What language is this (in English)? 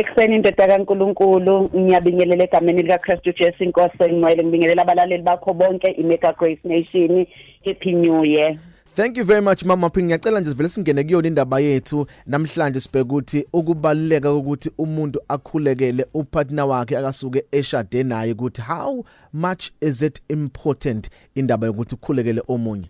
Zulu